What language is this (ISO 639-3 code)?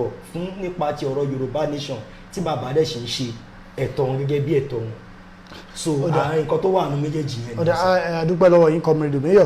yor